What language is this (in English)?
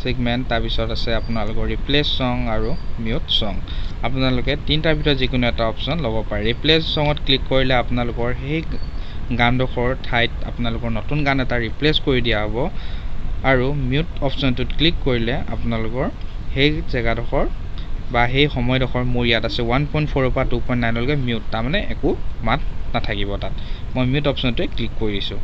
Assamese